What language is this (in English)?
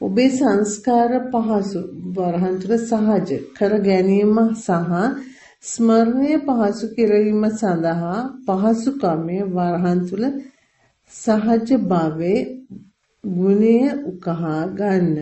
Sinhala